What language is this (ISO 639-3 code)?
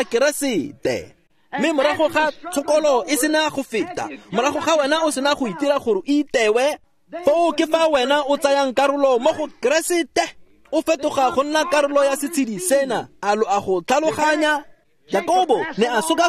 tsn